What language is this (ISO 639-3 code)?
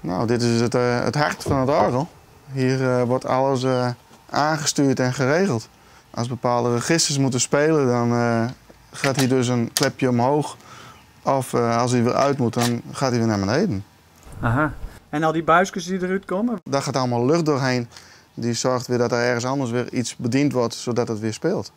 fry